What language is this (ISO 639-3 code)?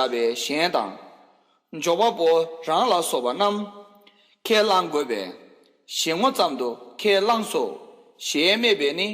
bod